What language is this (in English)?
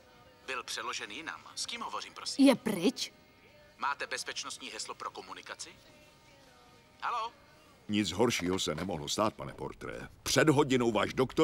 Czech